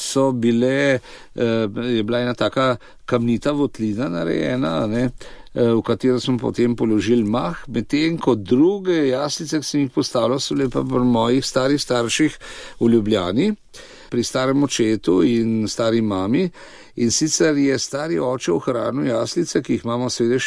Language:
Slovenian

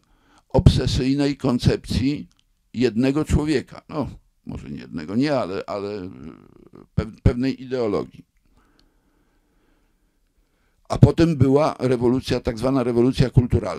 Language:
Polish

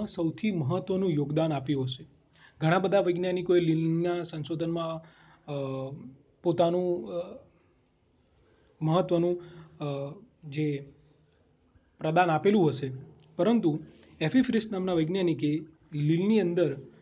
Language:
Gujarati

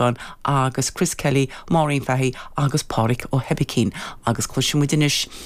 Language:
Irish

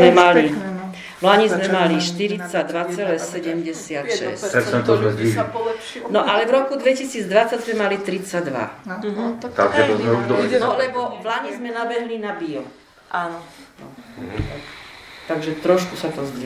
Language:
Slovak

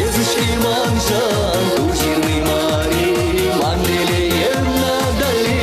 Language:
Chuvash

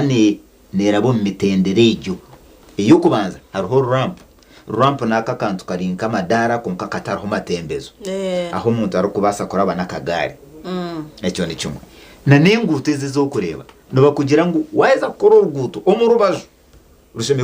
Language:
Nyankole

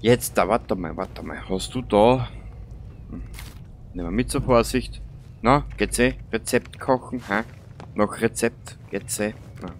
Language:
Bavarian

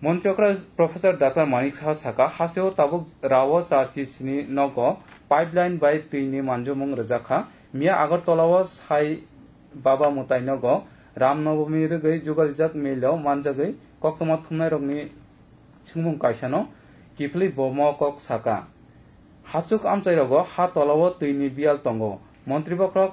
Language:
Kok Borok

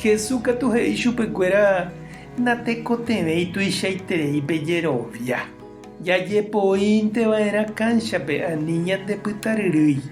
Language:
Guarani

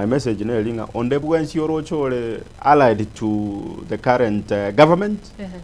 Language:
Gusii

